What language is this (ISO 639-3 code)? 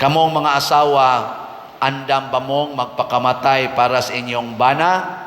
ceb